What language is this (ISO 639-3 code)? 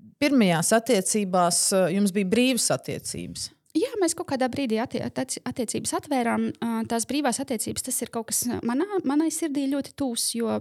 lav